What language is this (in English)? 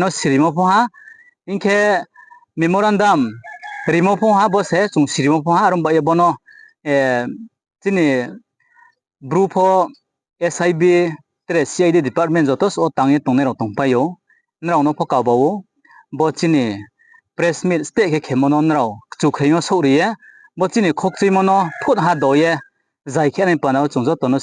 Riang (India)